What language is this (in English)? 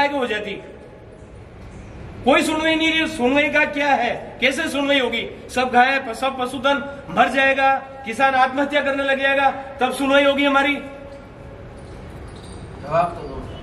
Hindi